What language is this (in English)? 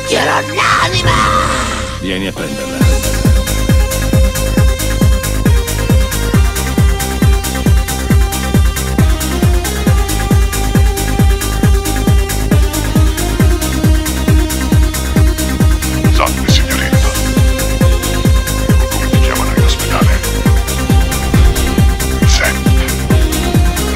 Italian